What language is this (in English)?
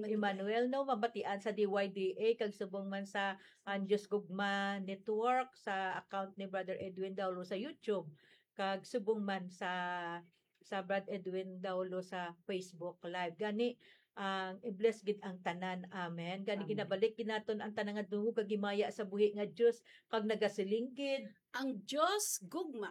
Hiligaynon